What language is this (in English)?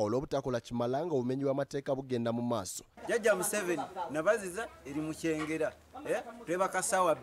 Ganda